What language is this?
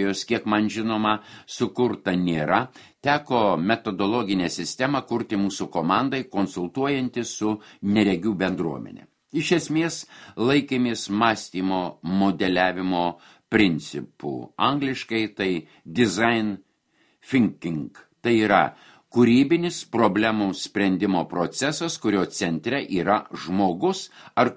Lithuanian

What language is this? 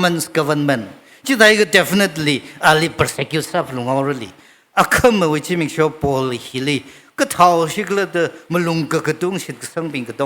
Tangkhul Naga (India)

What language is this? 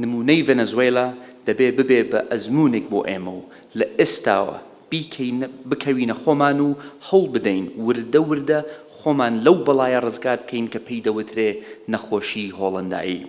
Central Kurdish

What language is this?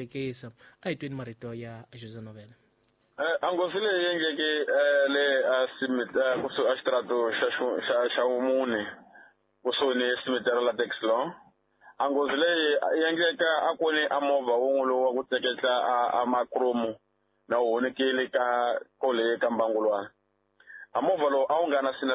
Tsonga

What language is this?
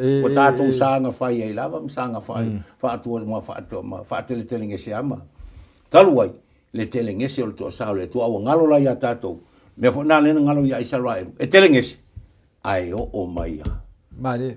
Samoan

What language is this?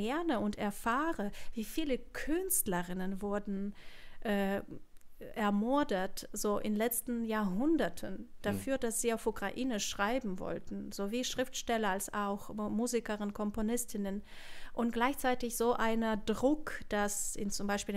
German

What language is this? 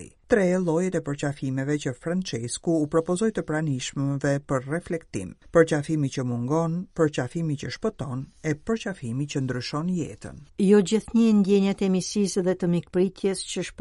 Albanian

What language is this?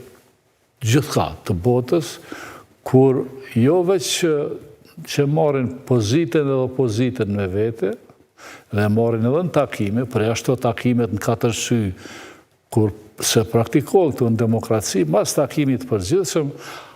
Albanian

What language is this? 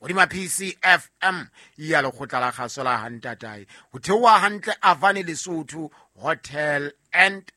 Southern Sotho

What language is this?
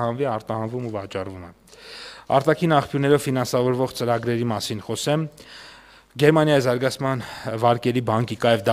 Armenian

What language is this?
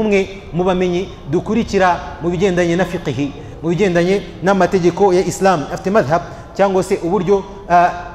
Kinyarwanda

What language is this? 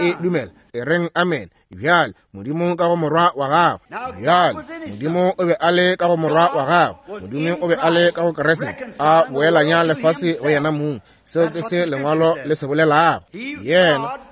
Northern Sotho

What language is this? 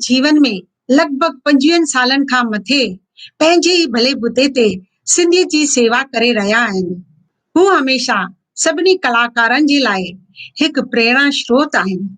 Sindhi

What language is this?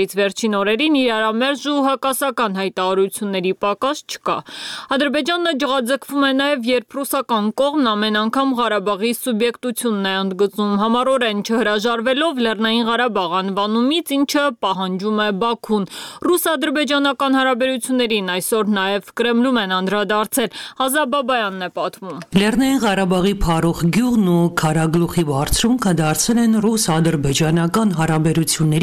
Armenian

